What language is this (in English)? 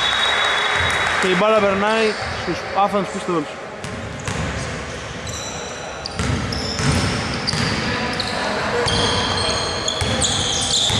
Greek